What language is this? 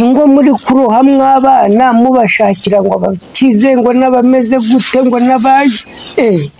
Kinyarwanda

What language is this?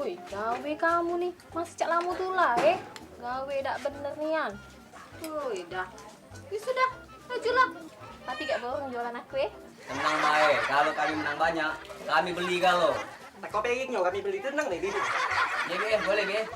Musi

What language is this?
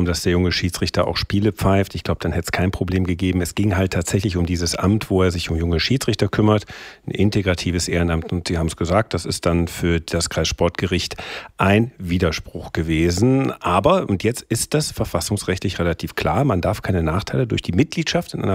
German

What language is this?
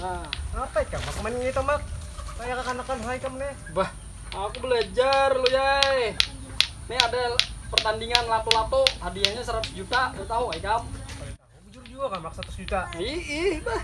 Banjar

